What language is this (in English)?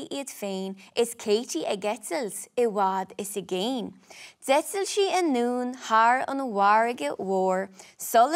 Irish